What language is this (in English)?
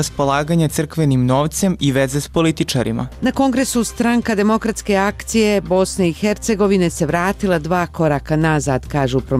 Bosnian